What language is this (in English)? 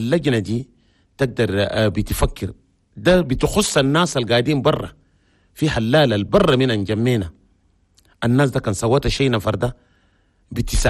Chadian Arabic